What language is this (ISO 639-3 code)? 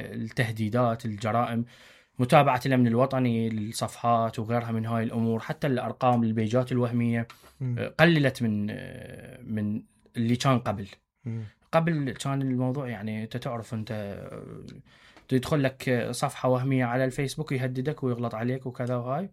acm